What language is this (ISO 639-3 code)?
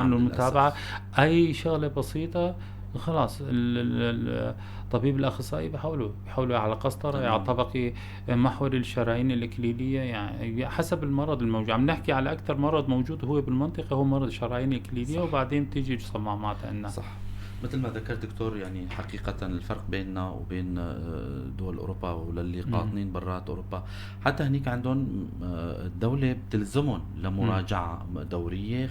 apc